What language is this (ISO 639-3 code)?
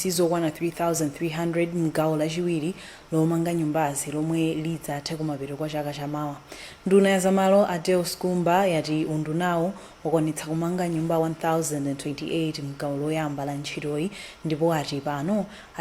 nya